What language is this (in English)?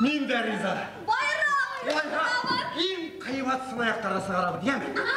Bashkir